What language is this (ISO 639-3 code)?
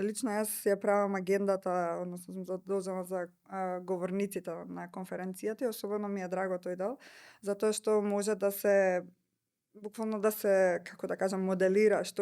mkd